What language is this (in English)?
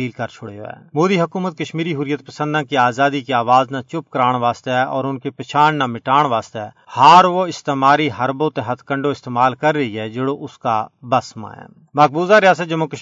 Gujari